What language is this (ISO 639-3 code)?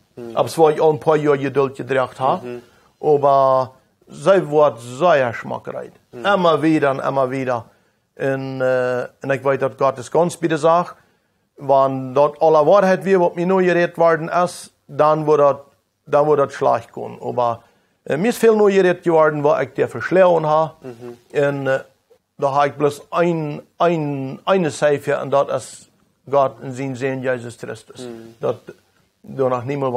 pdt